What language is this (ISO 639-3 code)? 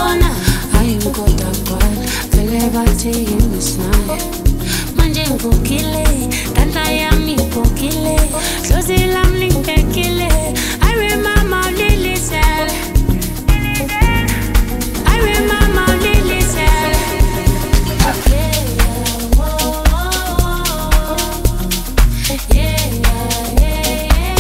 zul